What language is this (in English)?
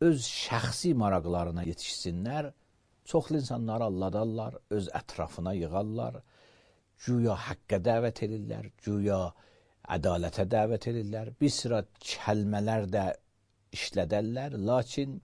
Azerbaijani